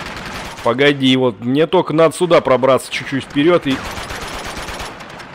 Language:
Russian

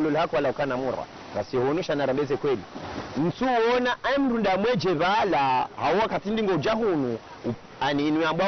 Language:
Ngazidja Comorian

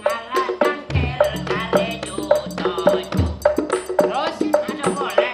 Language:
Madurese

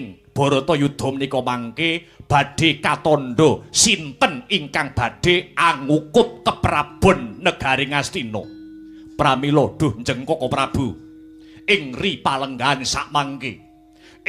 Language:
Javanese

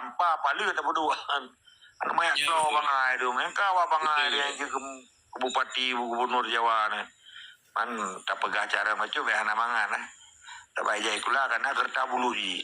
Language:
Achinese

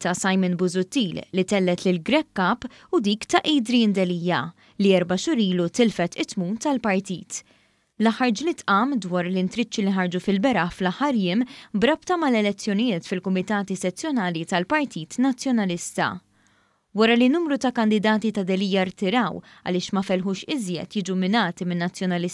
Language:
Maltese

